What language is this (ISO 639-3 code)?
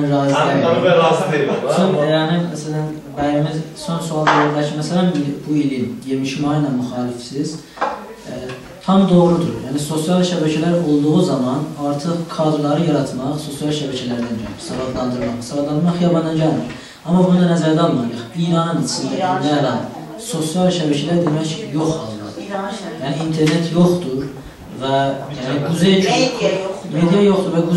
azb